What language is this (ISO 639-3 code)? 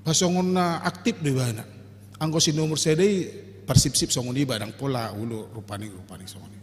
bbc